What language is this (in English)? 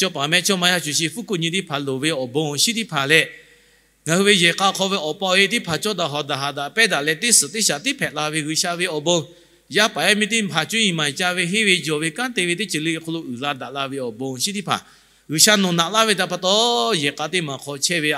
Lahu